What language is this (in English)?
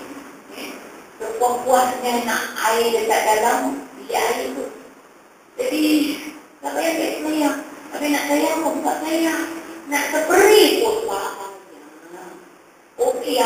Malay